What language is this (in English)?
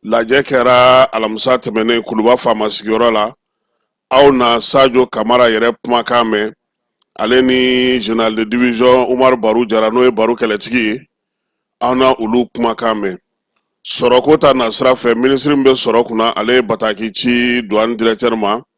Bambara